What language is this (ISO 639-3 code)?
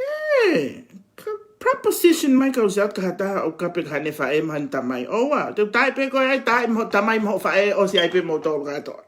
ton